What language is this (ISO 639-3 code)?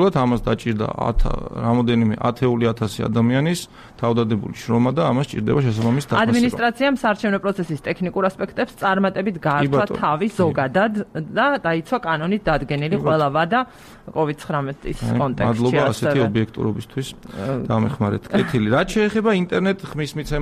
kat